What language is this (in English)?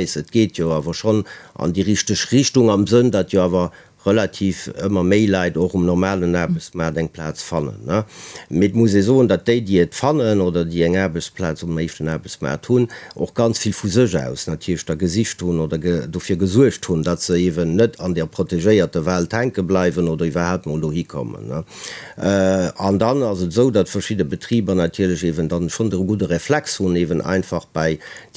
Luxembourgish